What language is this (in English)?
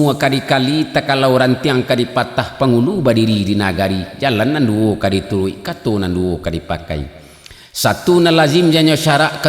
Minangkabau